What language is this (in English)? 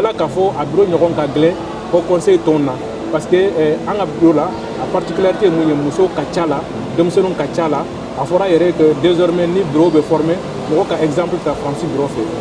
Bambara